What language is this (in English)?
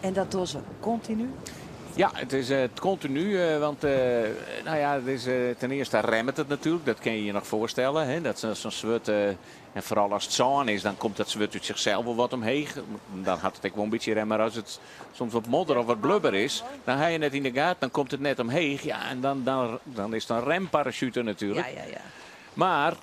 Western Frisian